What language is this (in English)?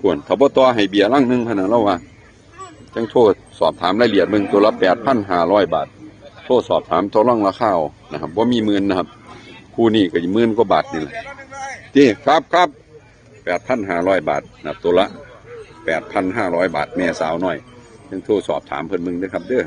Northeastern Thai